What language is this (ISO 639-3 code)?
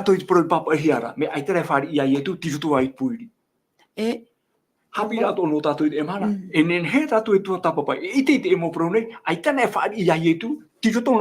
tah